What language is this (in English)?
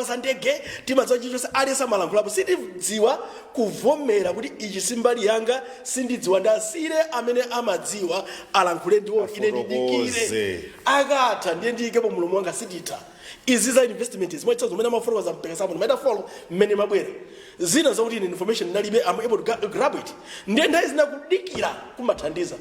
Nyanja